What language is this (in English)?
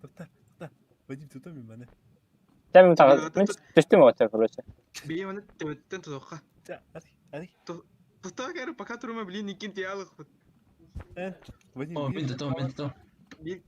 Yakut